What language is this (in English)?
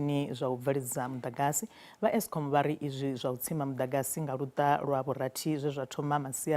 Venda